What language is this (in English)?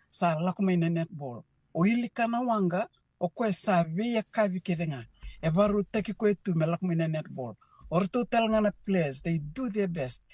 Fijian